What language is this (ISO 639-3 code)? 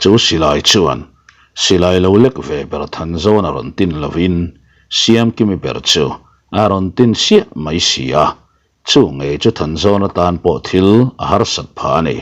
lus